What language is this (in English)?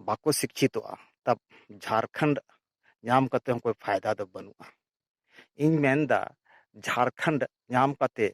Santali